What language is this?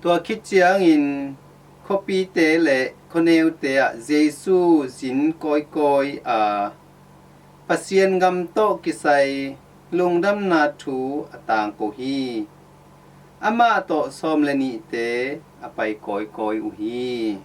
Tedim Chin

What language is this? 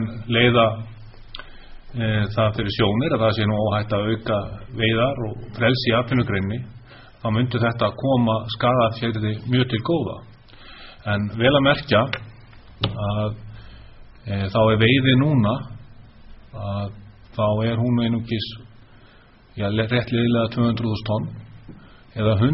Icelandic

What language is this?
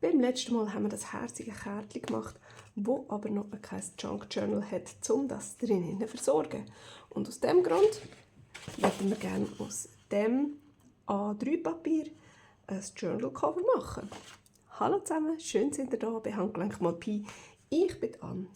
Swiss German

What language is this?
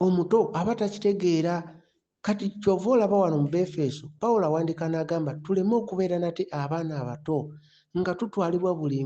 Ganda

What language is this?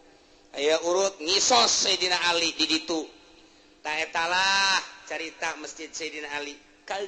Sundanese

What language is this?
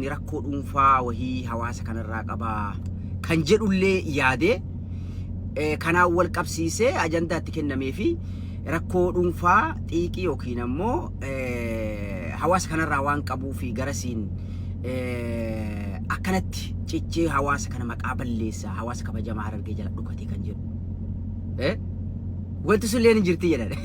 Oromo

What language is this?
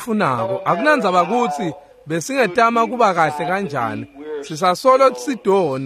Swati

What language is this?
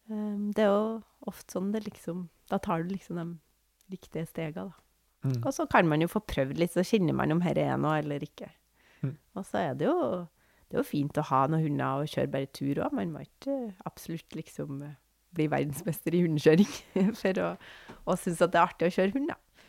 Norwegian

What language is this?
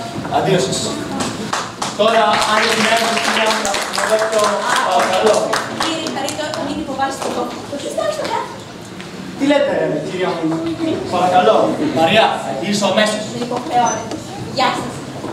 Greek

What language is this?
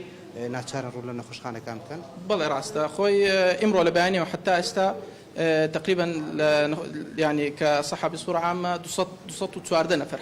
Central Kurdish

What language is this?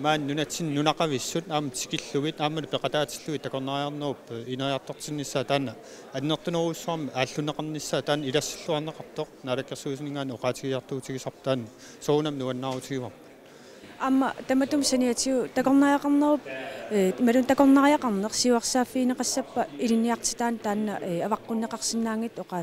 Kalaallisut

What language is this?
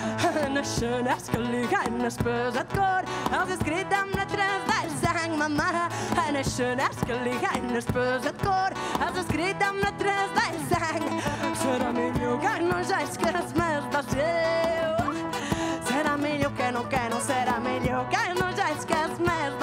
Occitan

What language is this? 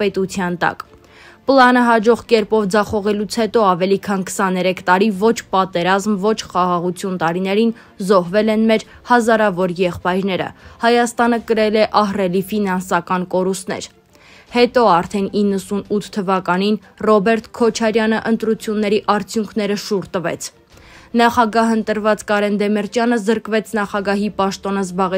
Armenian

